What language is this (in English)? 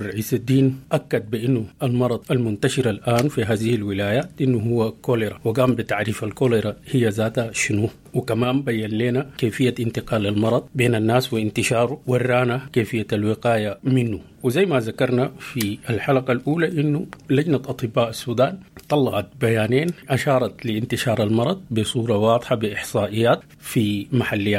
Sudanese Arabic